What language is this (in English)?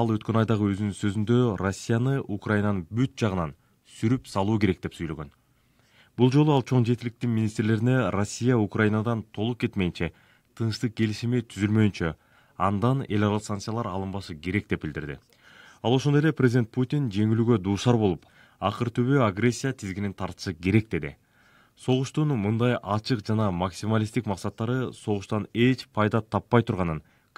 Kyrgyz